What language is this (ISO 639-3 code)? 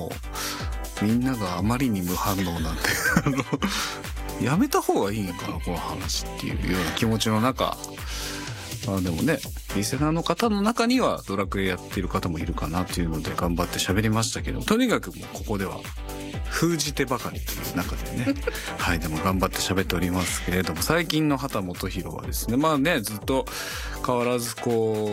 jpn